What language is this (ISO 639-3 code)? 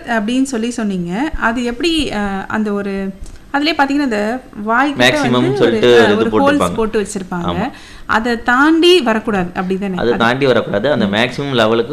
tam